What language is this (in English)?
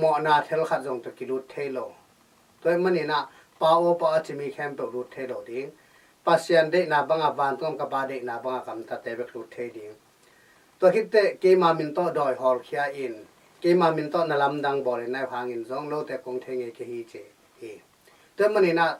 Tedim Chin